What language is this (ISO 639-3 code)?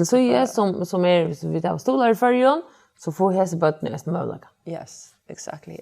fao